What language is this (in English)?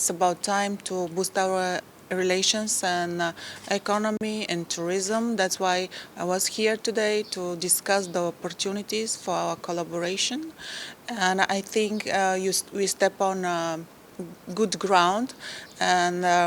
Tetum